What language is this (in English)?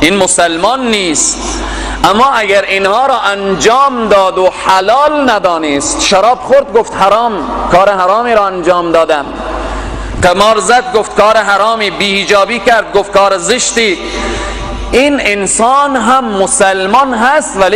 Persian